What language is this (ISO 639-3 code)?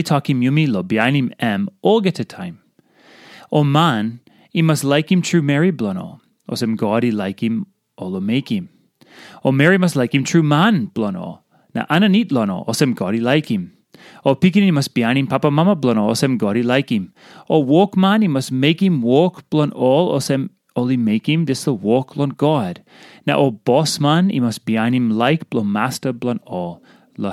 tpi